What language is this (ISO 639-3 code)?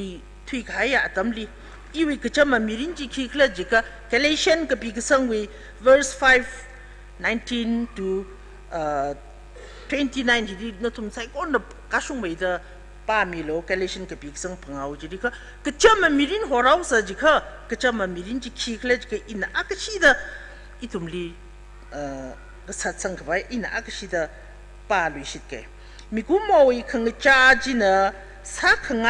nmf